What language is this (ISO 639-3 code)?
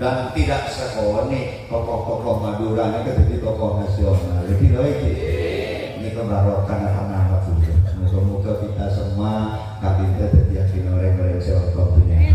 mad